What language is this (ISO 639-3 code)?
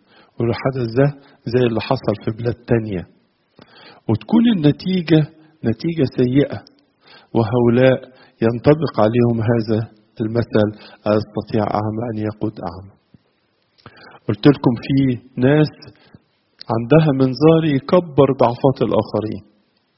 arz